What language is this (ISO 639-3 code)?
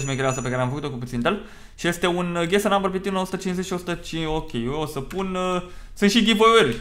ron